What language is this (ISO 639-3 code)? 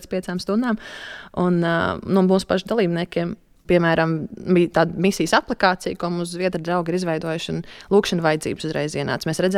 lav